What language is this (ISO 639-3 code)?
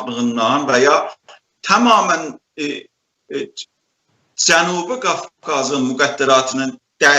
azb